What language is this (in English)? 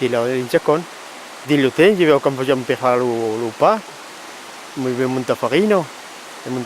Occitan